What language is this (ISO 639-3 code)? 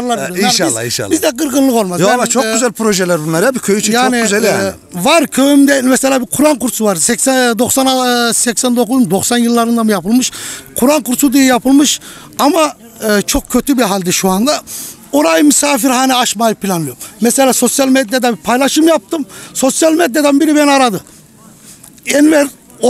tur